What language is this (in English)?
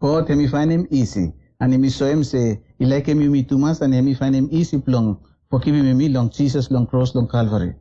Bislama